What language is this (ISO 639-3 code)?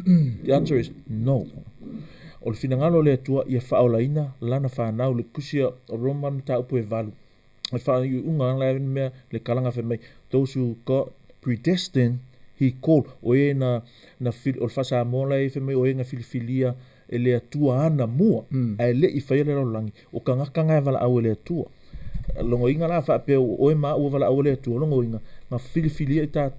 smo